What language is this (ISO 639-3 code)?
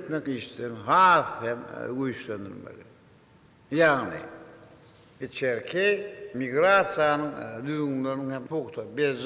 tuk